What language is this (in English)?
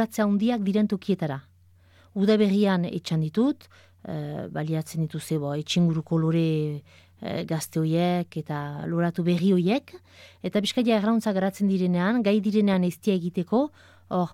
Basque